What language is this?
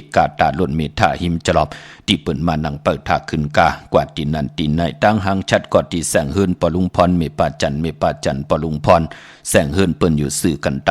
Shan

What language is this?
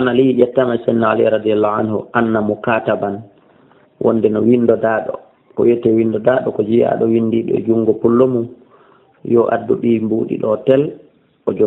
Fula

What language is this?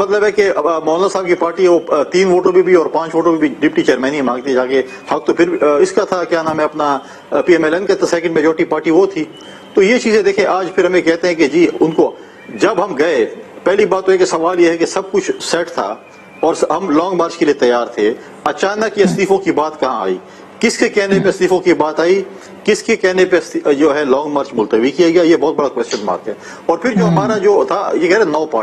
Urdu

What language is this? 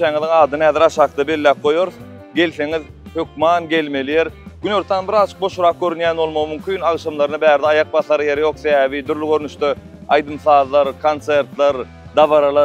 Turkmen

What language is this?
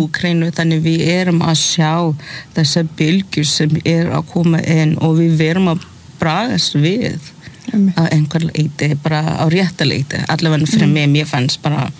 Icelandic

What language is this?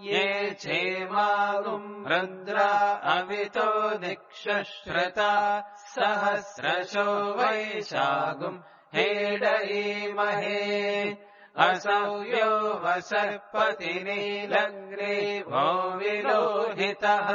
Sanskrit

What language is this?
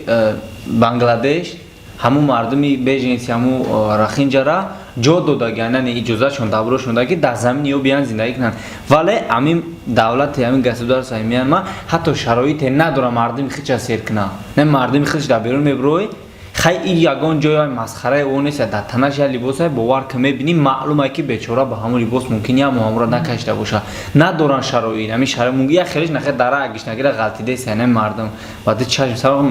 Tajik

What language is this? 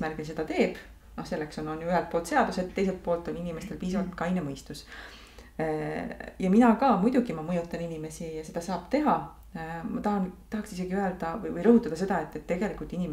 Estonian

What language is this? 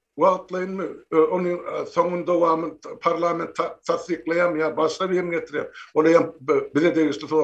Turkmen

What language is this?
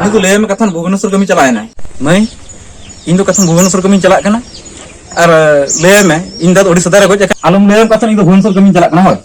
Santali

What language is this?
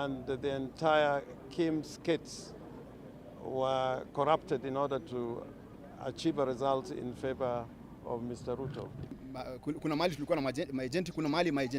Meru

